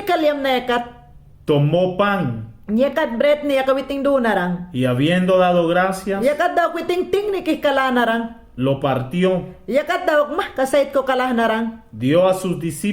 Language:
Mayangna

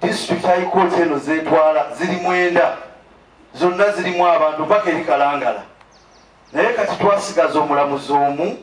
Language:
Ganda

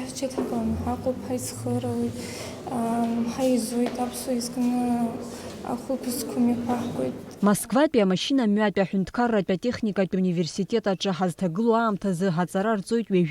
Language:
Abkhazian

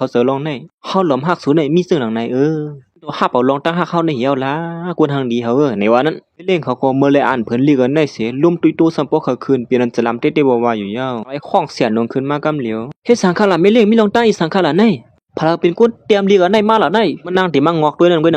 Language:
Shan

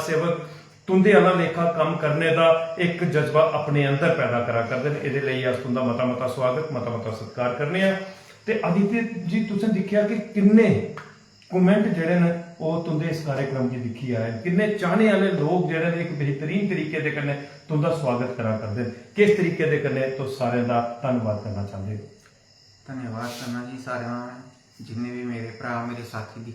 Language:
Dogri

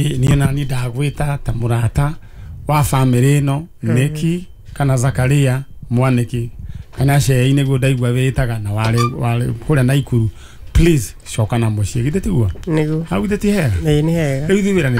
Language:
Kikuyu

